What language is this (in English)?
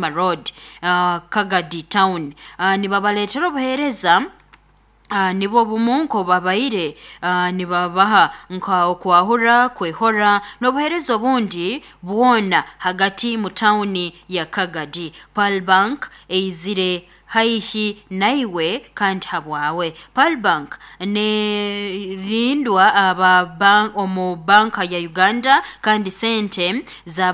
Nyoro